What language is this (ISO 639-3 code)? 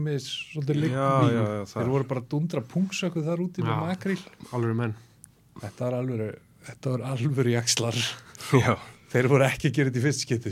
isl